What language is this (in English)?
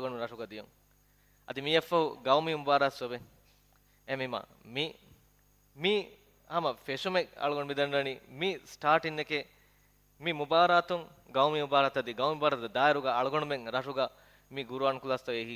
Divehi